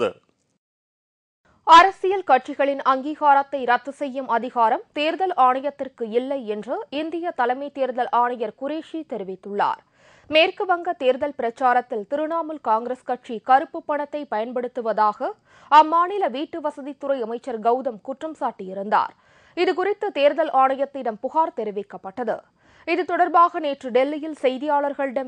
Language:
Tamil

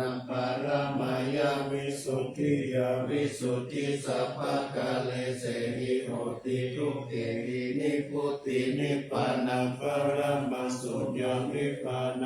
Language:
Pali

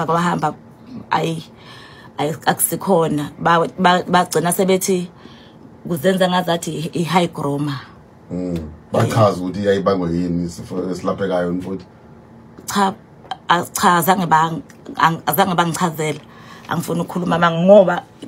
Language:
Zulu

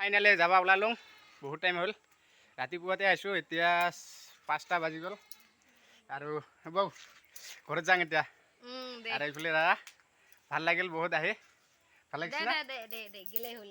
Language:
Assamese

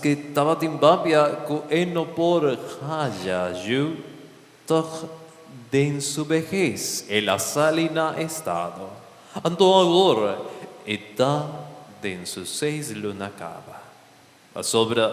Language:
Papiamento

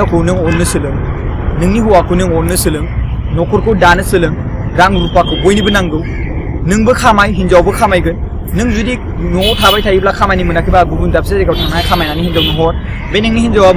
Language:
Bodo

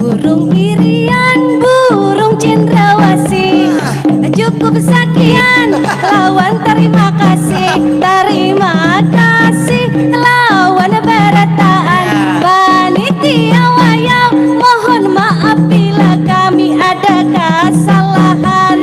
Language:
Banjar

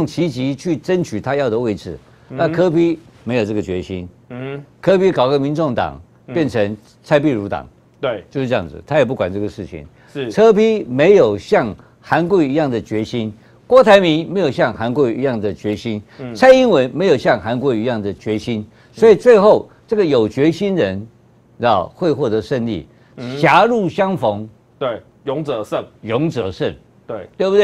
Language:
Chinese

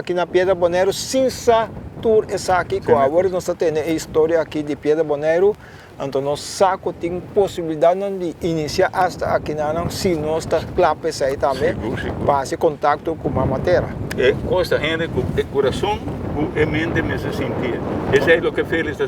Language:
Papiamento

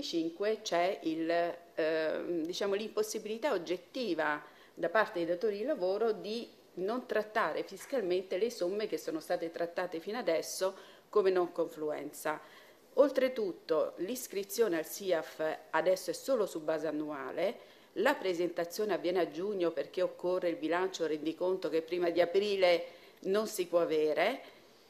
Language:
Italian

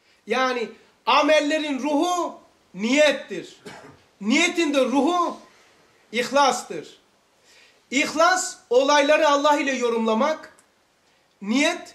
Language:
Turkish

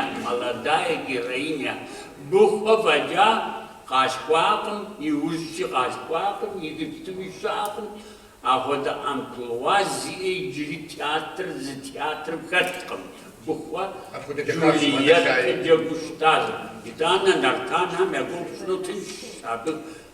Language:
Kabardian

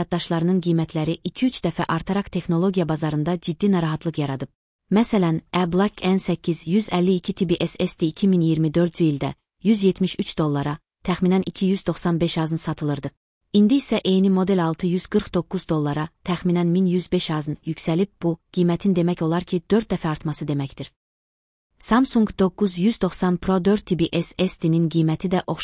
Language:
Azerbaijani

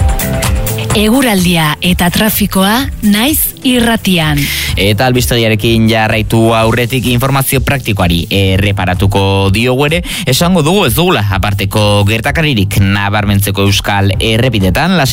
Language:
Basque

